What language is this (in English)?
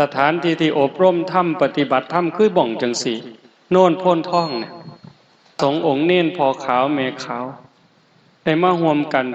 Northeastern Thai